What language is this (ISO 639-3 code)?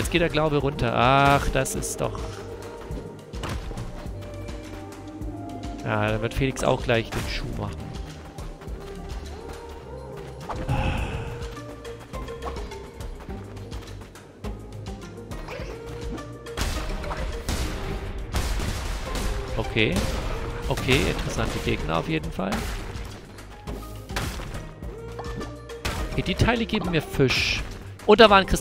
deu